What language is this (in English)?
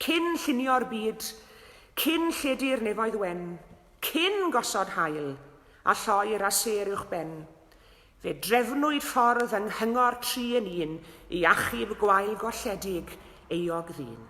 Welsh